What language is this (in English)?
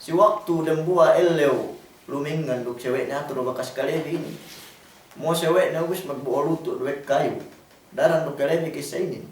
Yakan